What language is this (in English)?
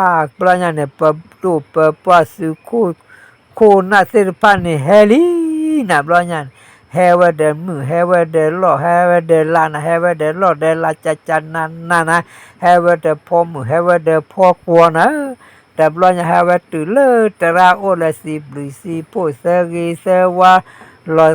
S'gaw Karen